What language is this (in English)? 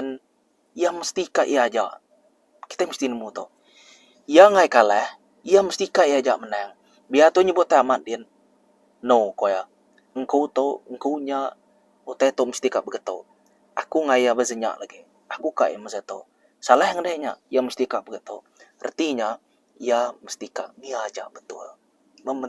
Iban